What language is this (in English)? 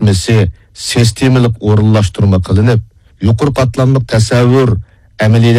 Uyghur